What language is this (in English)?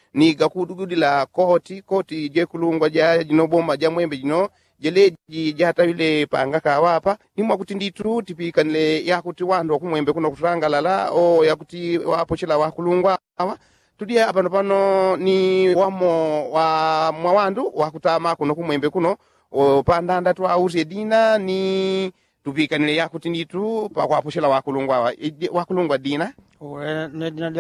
Yao